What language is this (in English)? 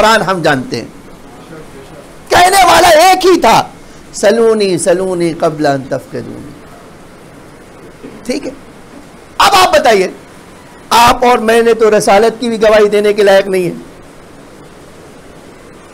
Urdu